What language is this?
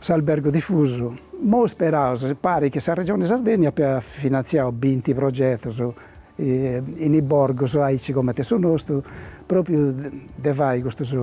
Sardinian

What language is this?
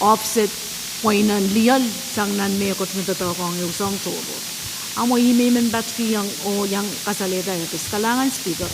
Pohnpeian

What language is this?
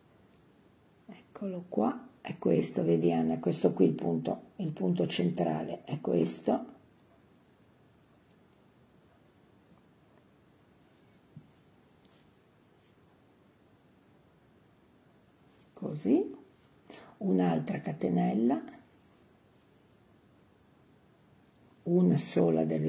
Italian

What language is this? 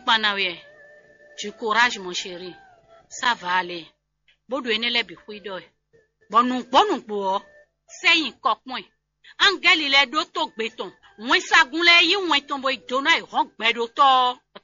Fon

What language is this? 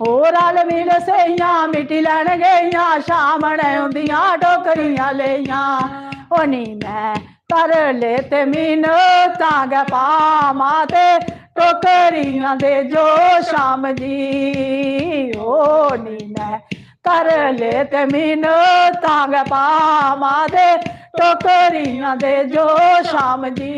Dogri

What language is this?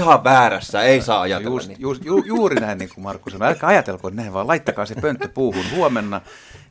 Finnish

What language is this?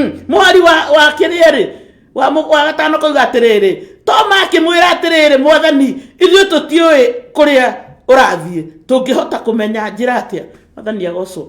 Kikuyu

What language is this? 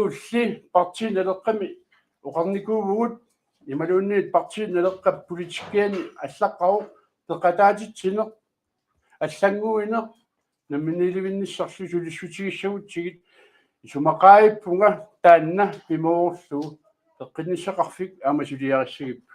Kalaallisut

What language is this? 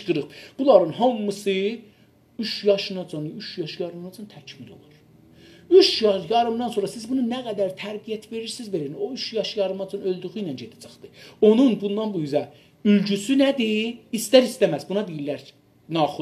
South Azerbaijani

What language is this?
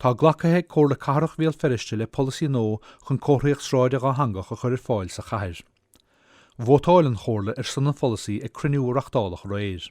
Irish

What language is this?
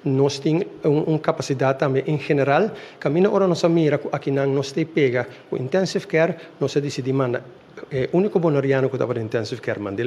Papiamento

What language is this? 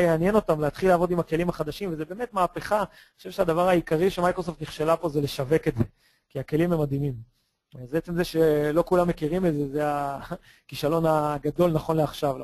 Hebrew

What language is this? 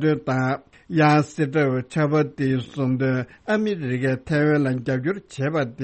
Tibetan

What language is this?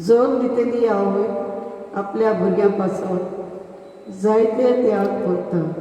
Konkani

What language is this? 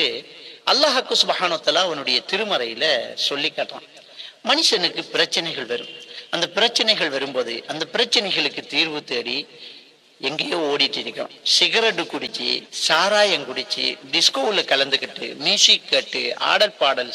Tamil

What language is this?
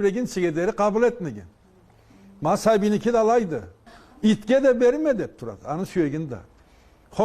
Karachay-Balkar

